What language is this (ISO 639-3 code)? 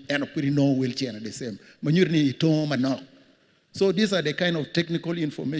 ach